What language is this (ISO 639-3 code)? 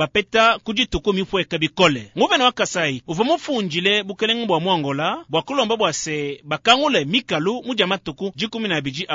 lua